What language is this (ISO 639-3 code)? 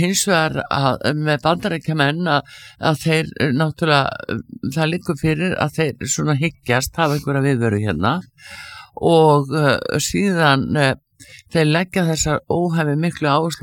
isl